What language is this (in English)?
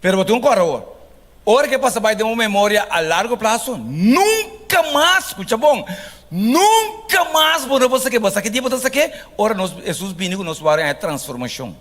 Papiamento